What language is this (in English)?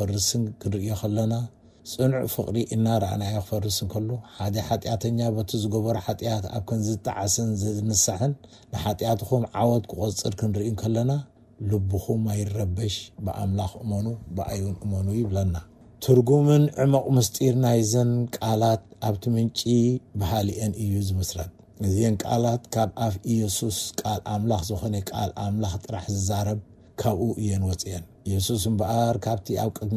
Tigrinya